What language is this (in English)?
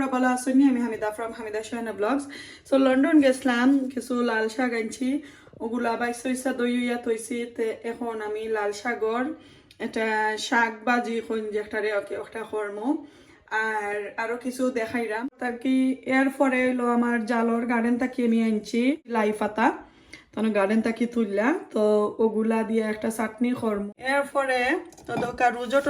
Sylheti